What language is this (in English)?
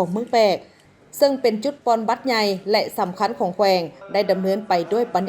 Lao